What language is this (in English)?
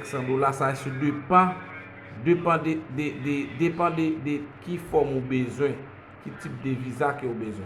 Haitian Creole